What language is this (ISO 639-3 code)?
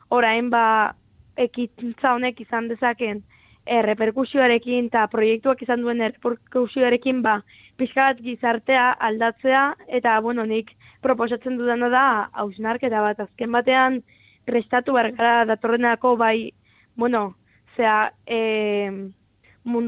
eus